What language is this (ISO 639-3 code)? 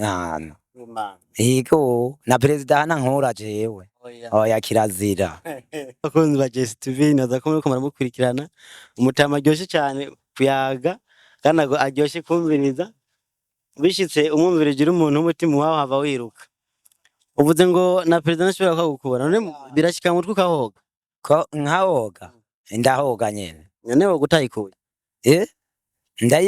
run